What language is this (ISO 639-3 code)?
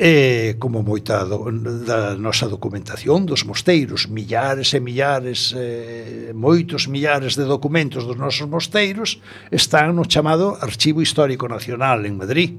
glg